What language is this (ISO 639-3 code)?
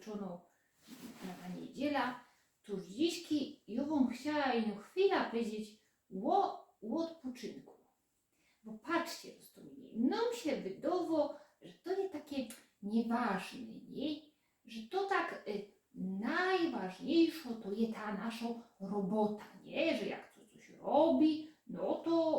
szl